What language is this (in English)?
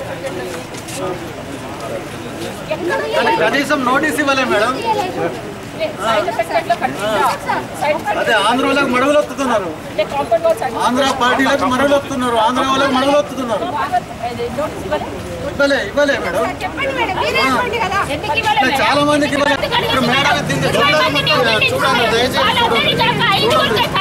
Telugu